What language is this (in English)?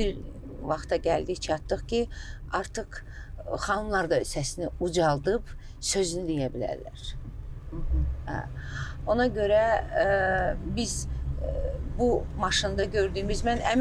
Azerbaijani